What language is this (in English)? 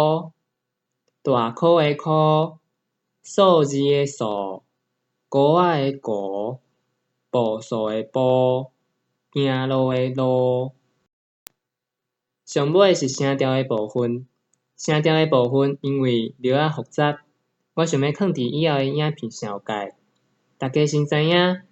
Min Nan Chinese